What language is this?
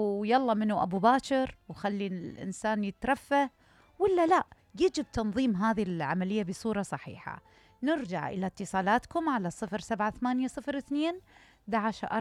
Mesopotamian Arabic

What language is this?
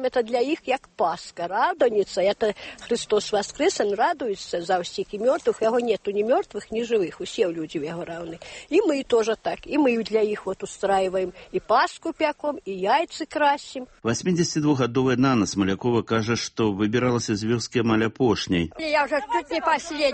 Belarusian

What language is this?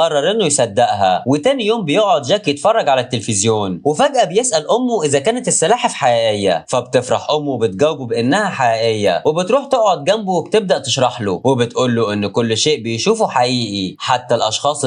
Egyptian Arabic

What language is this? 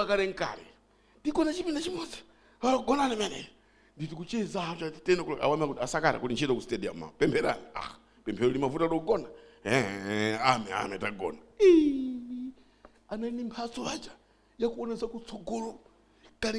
Nyanja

